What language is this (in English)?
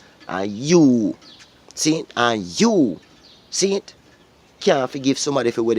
Jamaican Creole English